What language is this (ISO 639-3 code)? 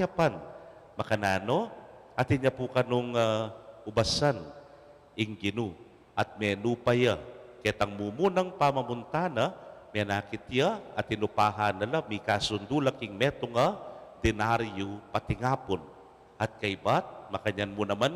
pam